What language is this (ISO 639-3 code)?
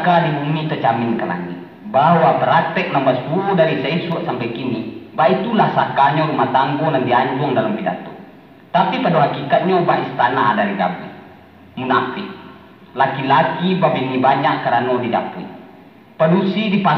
min